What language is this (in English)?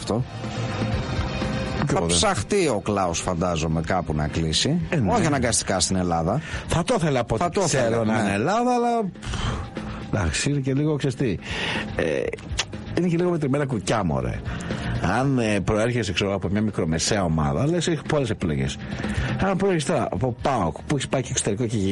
Greek